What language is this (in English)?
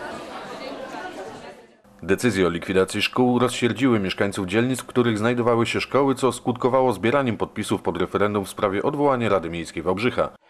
Polish